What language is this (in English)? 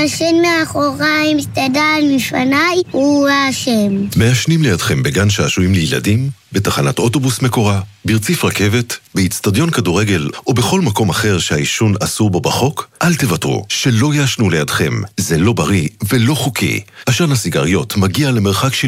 Hebrew